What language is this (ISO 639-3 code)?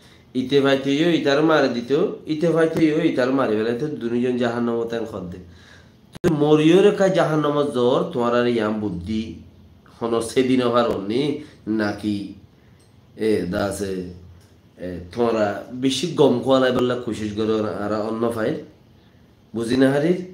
rhg